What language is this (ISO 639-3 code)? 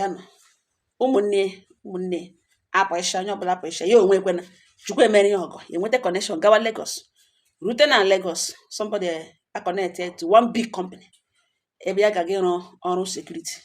ibo